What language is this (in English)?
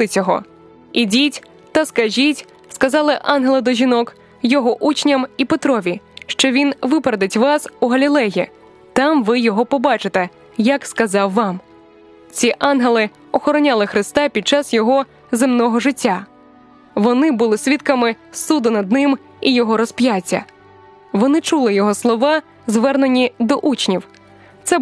Ukrainian